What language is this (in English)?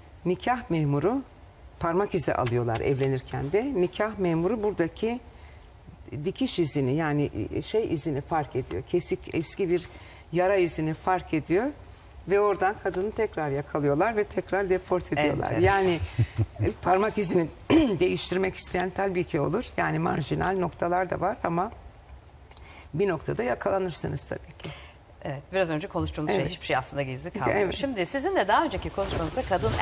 Turkish